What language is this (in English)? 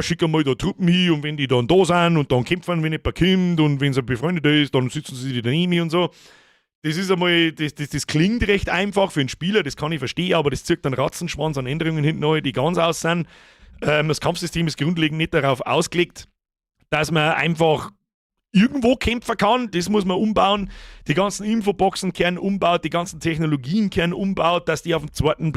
Bavarian